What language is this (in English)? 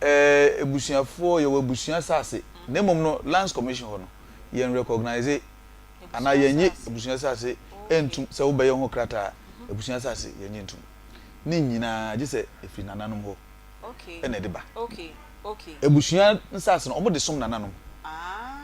Akan